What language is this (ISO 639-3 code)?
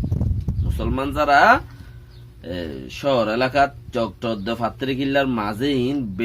rhg